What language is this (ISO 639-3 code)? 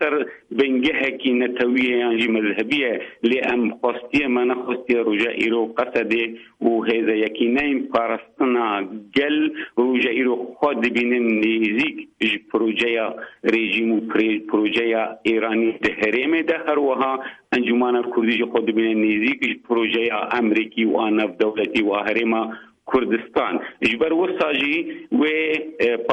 kur